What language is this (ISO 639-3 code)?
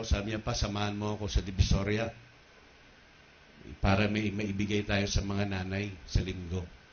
fil